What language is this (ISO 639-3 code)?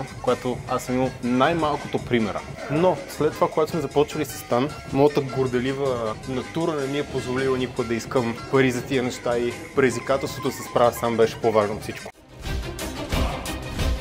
bul